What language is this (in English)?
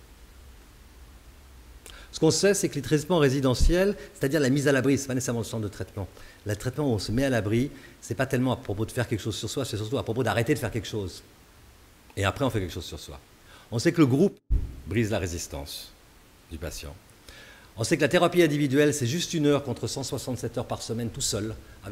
French